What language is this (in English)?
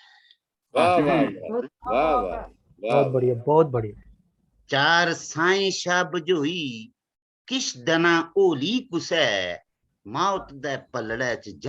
Dogri